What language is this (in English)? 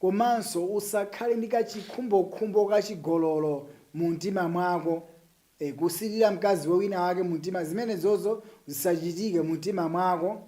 Nyanja